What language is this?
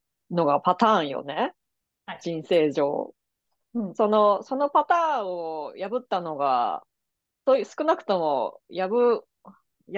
Japanese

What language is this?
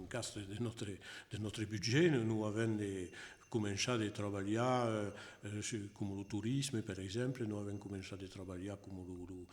Occitan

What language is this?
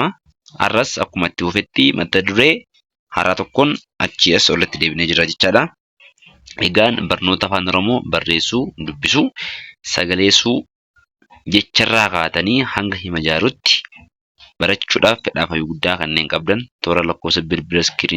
Oromo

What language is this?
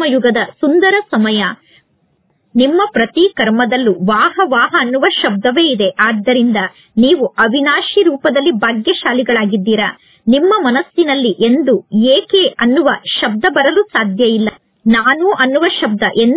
Kannada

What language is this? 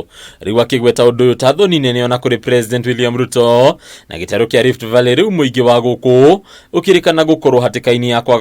Kikuyu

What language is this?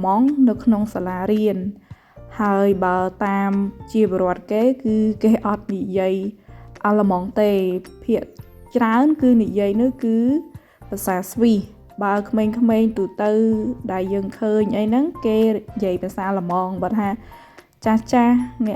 Khmer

